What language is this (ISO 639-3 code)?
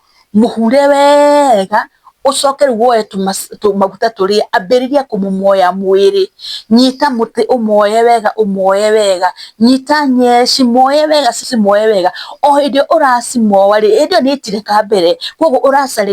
kik